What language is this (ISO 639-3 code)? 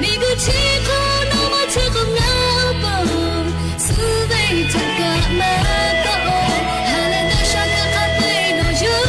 lhu